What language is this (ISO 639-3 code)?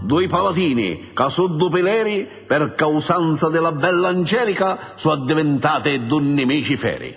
scn